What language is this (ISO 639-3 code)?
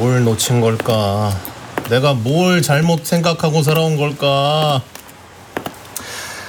kor